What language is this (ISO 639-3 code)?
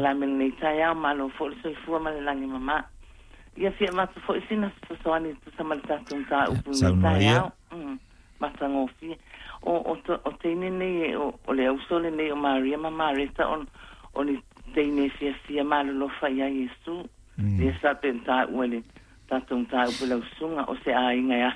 smo